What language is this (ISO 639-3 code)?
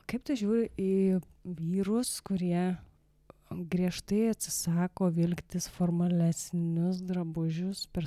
lit